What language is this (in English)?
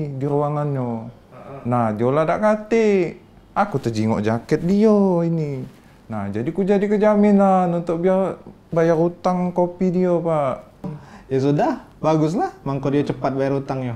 Musi